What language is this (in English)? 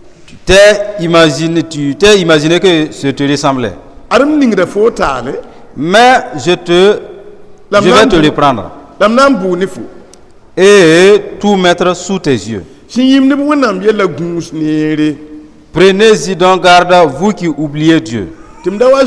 Mossi